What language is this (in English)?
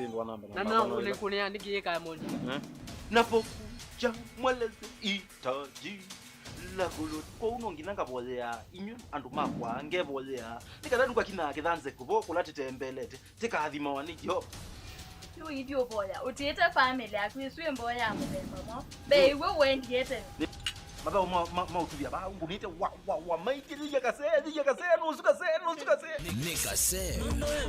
Kamba